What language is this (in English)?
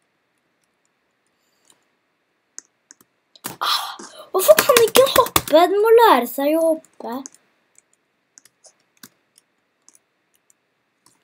Norwegian